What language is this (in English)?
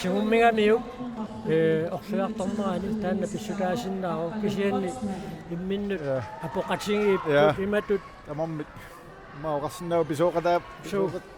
Kalaallisut